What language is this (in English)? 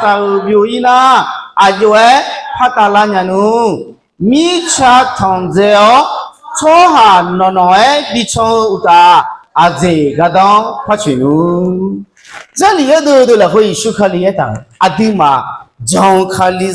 Akha